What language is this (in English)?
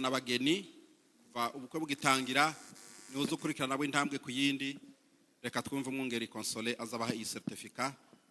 Kinyarwanda